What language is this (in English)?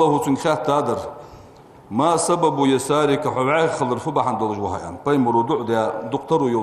Ingush